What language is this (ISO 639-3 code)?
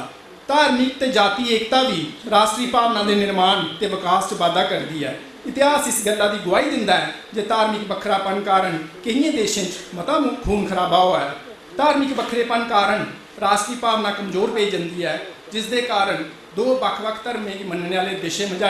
doi